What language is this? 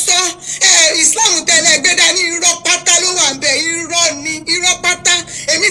Yoruba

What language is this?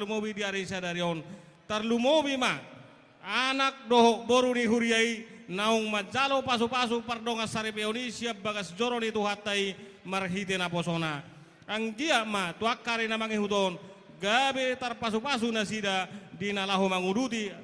Batak Toba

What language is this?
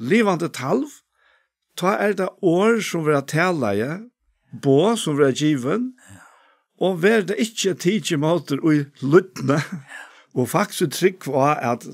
Faroese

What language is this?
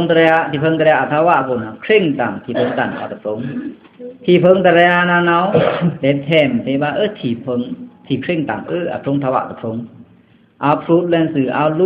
Pa'o Karen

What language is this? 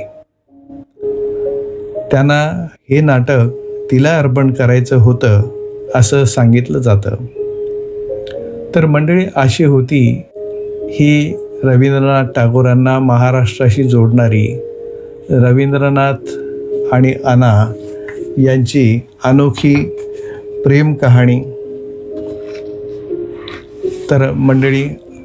Marathi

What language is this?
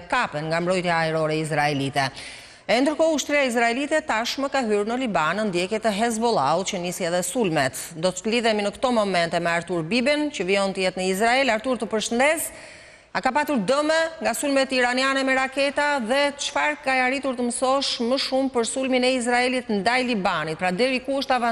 Albanian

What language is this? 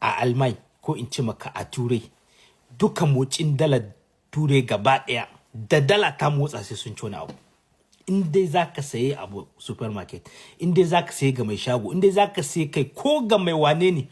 Hausa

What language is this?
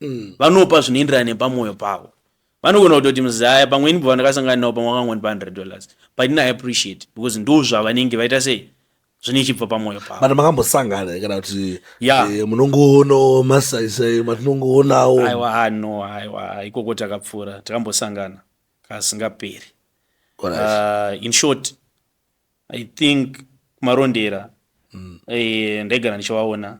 Shona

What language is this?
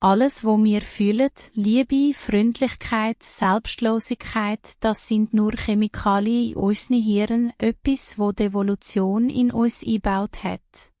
Swiss German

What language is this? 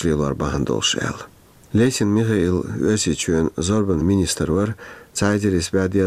Chechen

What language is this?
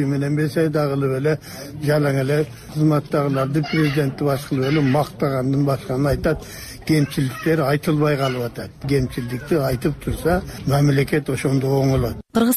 Kyrgyz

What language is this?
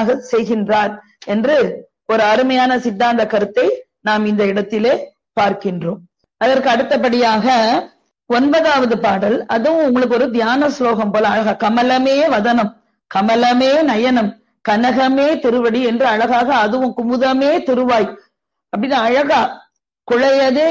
Tamil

